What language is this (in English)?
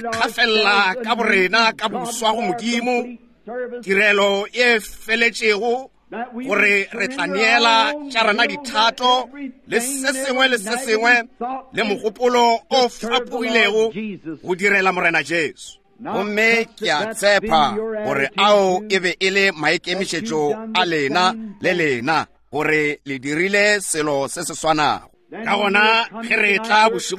Northern Sotho